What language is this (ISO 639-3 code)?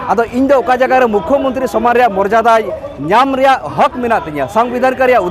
sat